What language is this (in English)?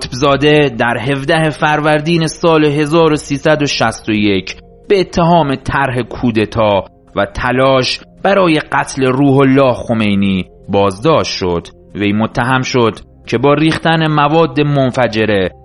Persian